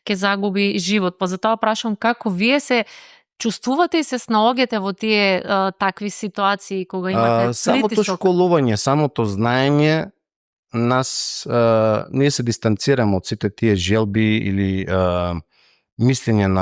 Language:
Macedonian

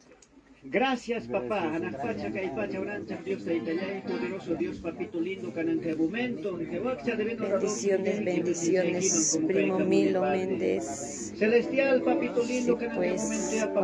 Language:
Ayacucho Quechua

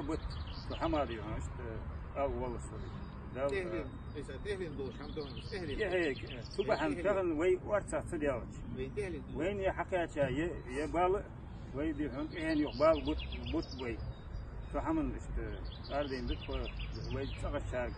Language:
Ingush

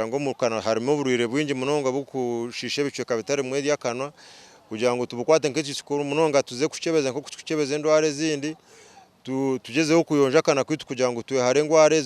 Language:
Nyankole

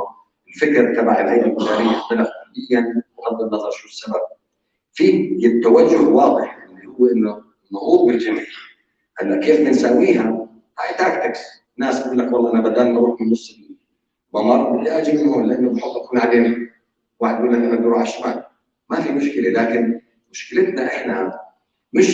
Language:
North Levantine Arabic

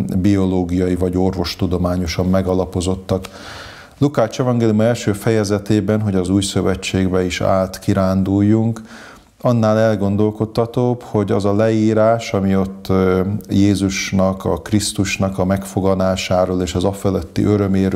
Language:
Hungarian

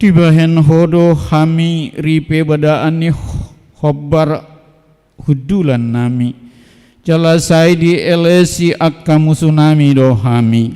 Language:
Batak Toba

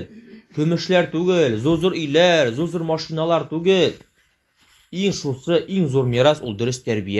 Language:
Tatar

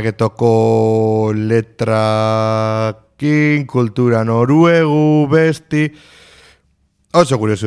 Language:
Basque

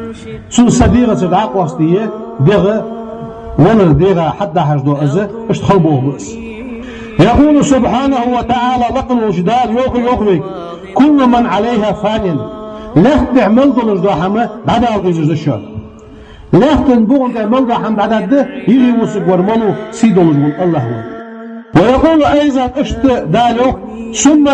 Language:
Ingush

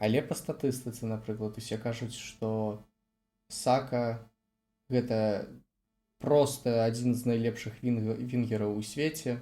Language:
Belarusian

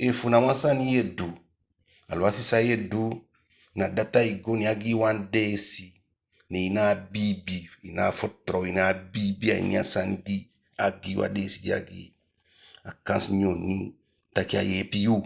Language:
Eastern Maroon Creole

